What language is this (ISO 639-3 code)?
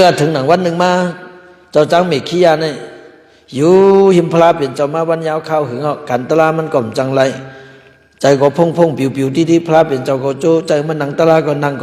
shn